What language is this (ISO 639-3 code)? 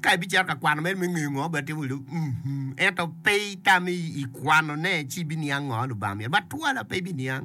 ach